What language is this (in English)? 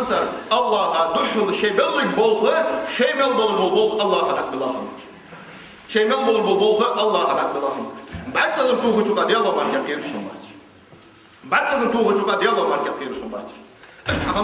Ingush